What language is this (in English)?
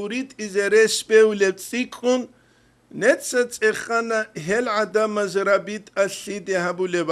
Avaric